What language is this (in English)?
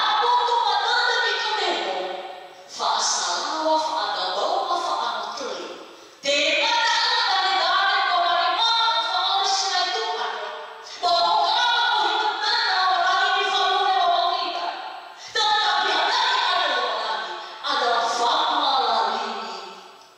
Nias